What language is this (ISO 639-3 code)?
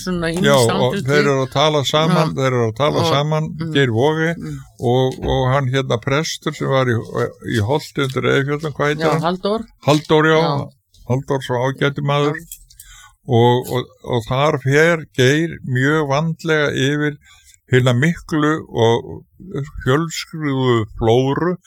isl